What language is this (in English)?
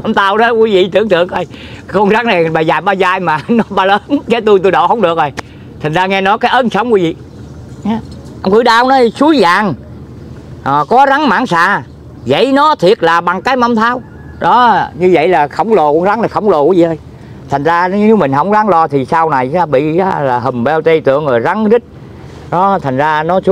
Vietnamese